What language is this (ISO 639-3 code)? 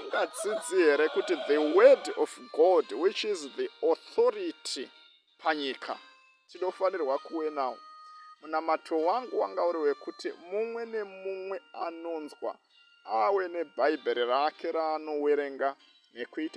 sna